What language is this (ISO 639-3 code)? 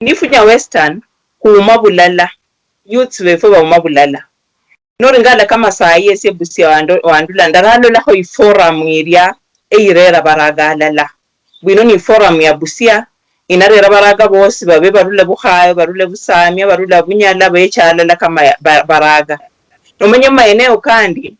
luy